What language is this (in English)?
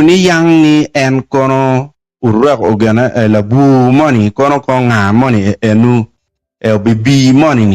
Acoli